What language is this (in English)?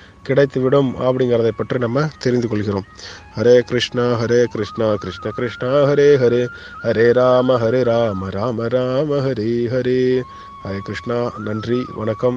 Tamil